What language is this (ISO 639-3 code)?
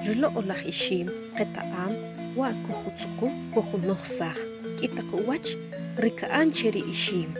acr